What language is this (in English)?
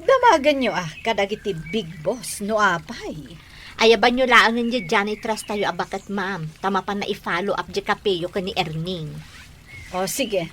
Iloko